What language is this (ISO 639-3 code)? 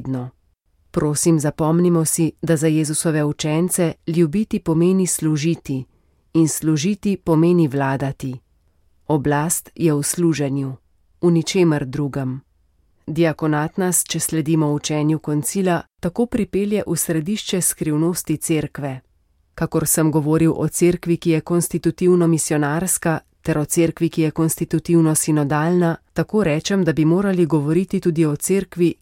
slv